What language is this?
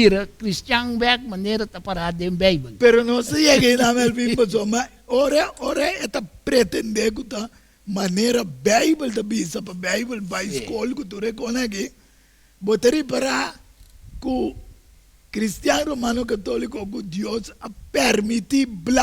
Papiamento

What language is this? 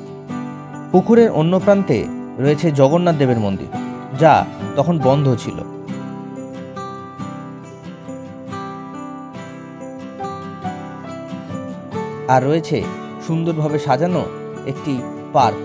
Bangla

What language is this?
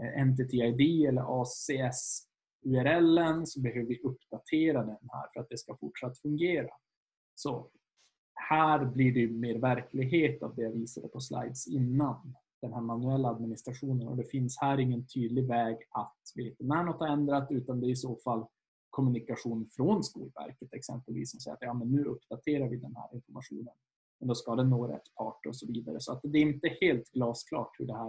Swedish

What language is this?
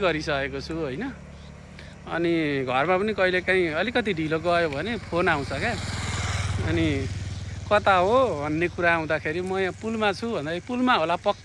Nepali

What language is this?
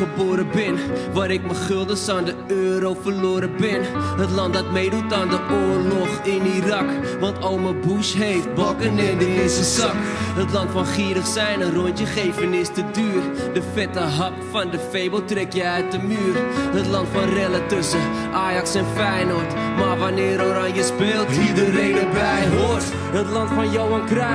Dutch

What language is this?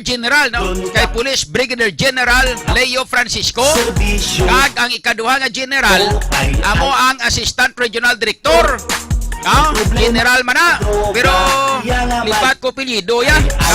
Hiligaynon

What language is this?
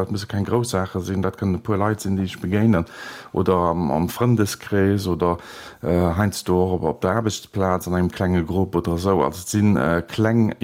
Luxembourgish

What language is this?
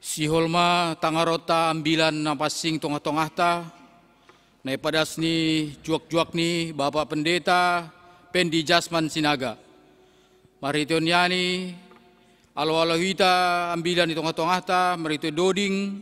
Batak Simalungun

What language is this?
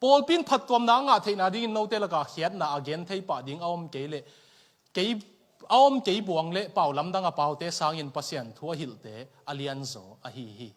Tedim Chin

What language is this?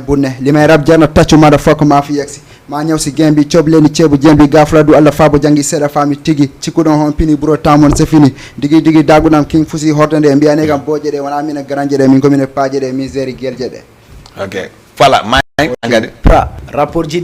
Fula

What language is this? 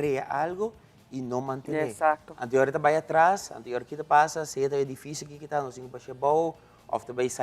Papiamento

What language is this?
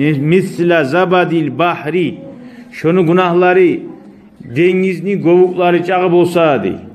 Kumyk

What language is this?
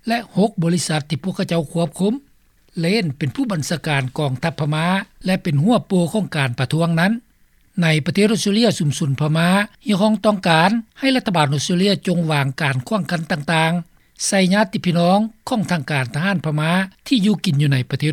Lao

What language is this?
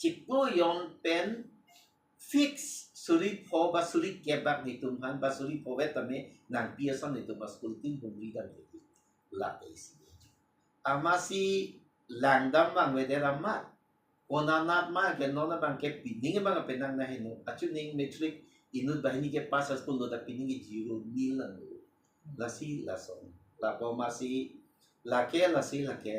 Karbi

